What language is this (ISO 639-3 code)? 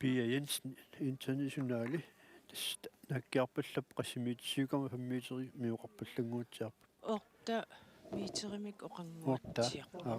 kal